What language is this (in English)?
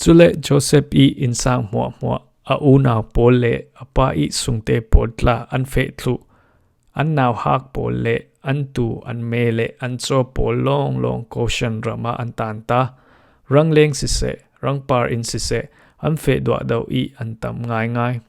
Falam Chin